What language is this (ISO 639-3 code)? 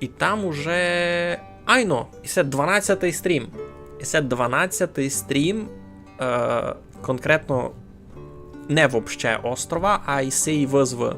rue